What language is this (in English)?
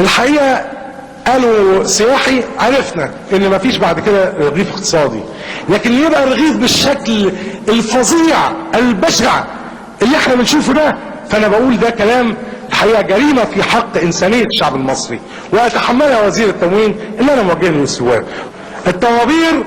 Egyptian Arabic